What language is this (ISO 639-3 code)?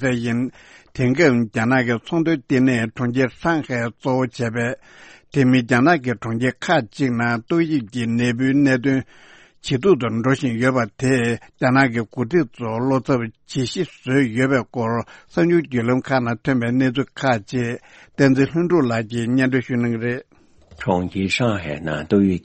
bod